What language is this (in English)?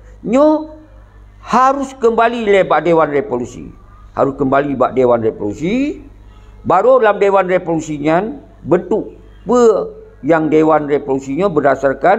Achinese